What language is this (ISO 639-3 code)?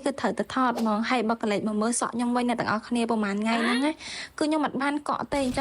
khm